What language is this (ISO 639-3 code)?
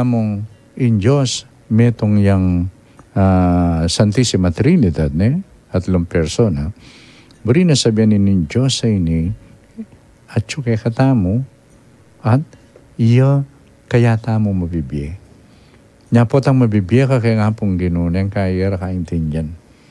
pam